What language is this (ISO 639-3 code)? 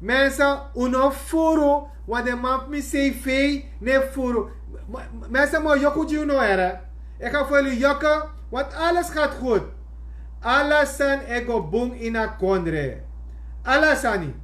srn